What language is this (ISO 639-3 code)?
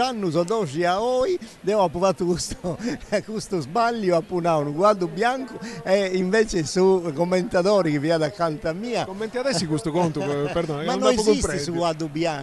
srd